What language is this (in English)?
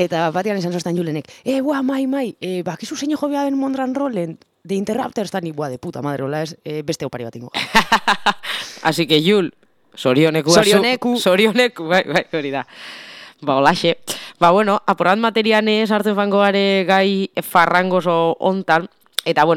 Basque